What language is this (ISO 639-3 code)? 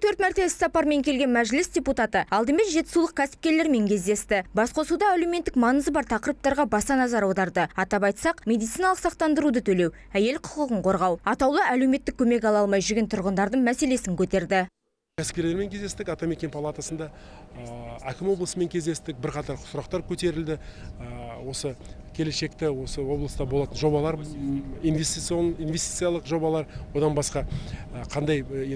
kaz